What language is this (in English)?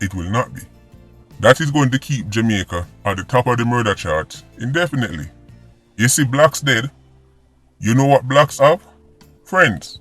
Jamaican Creole English